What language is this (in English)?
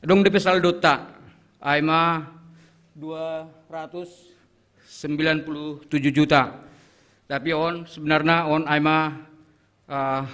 Batak Simalungun